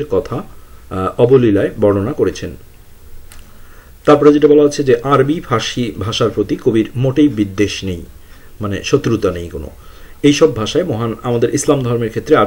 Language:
Bangla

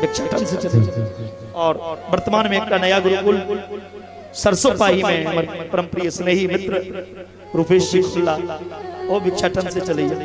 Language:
Maithili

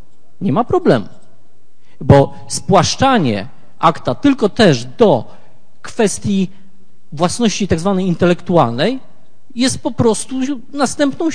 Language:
Polish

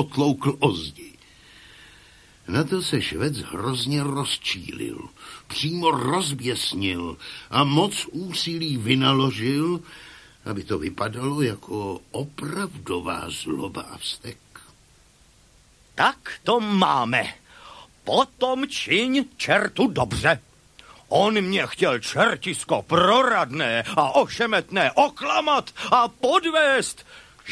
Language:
Czech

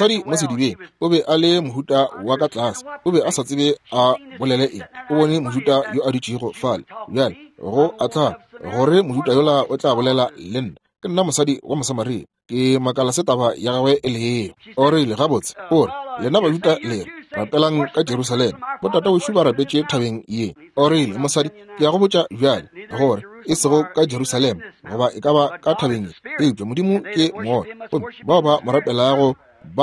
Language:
Northern Sotho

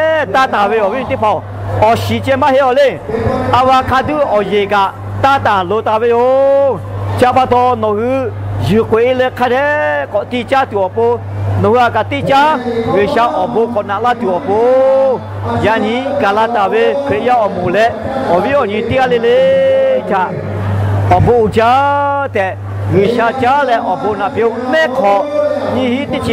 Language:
Lahu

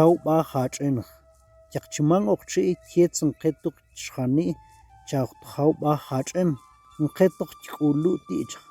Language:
Tektiteko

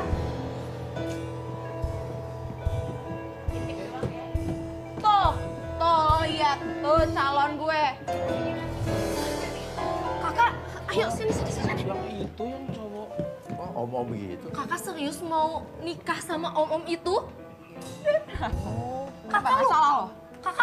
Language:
Indonesian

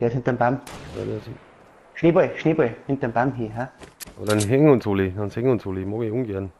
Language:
Bavarian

